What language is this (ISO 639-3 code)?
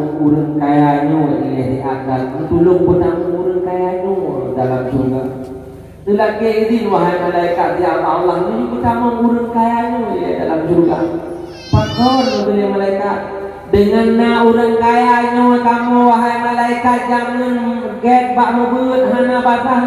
ace